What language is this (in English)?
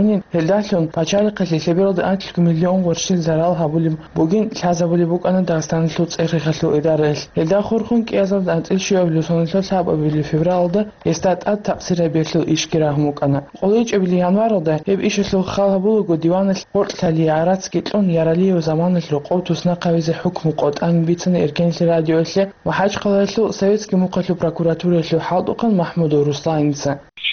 Avaric